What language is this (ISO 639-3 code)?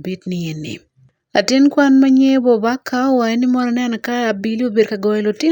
ach